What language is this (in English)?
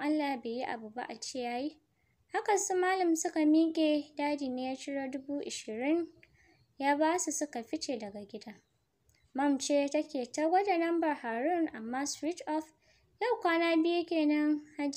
Hausa